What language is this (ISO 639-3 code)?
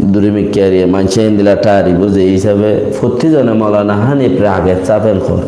rhg